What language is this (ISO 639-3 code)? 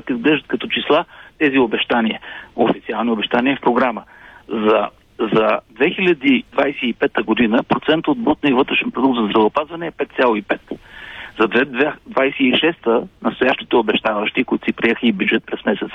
bul